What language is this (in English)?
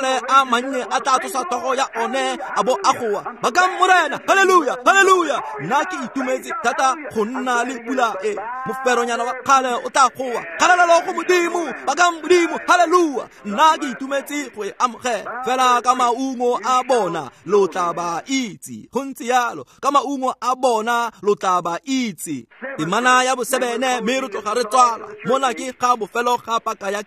Tswana